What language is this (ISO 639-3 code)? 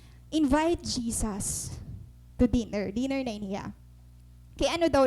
war